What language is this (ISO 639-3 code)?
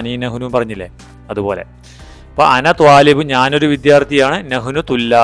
mal